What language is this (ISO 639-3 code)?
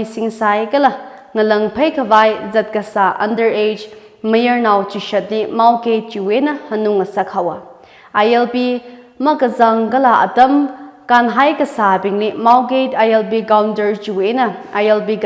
nmf